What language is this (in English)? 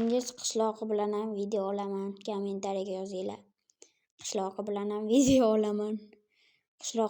Uzbek